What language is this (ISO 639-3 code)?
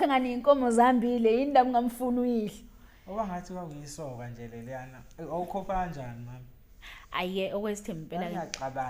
zul